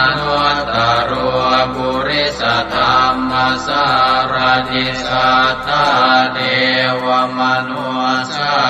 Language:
Pali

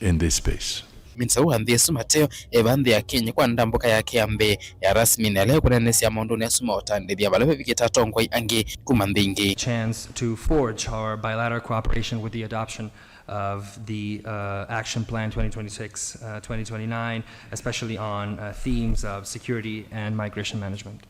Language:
Kamba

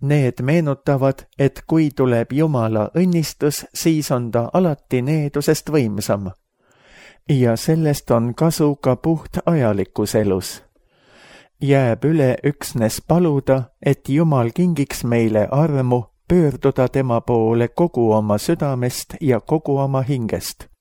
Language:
Estonian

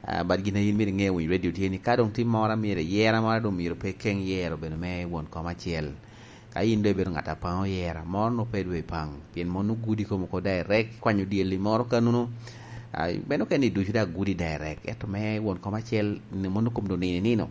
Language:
Lango (Uganda)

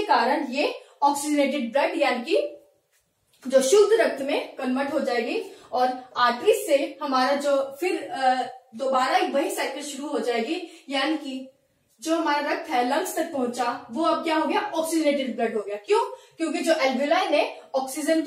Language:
Hindi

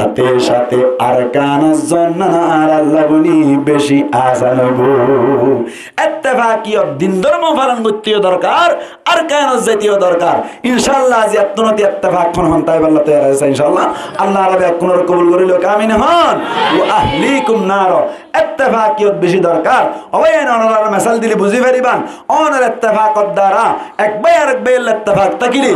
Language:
Rohingya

